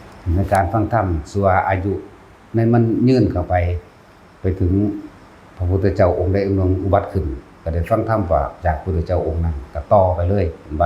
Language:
Northeastern Thai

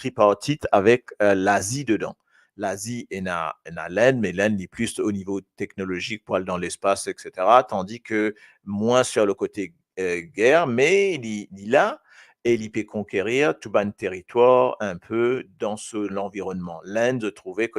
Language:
Morisyen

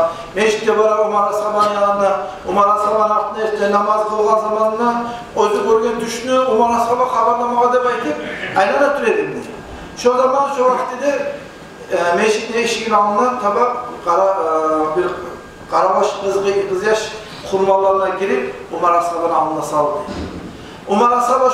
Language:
Kumyk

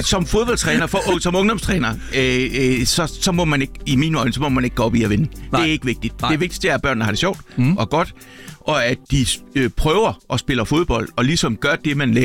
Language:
Danish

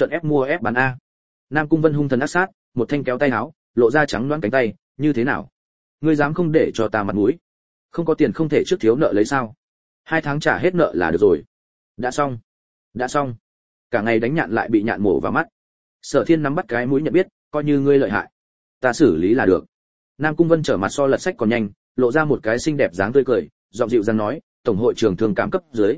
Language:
Vietnamese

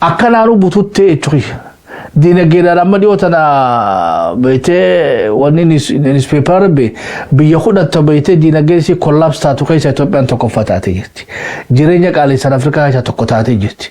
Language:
Oromo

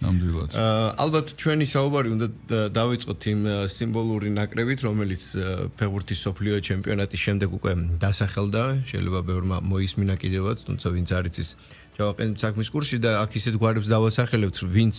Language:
Georgian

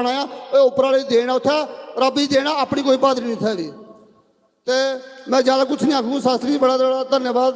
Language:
Dogri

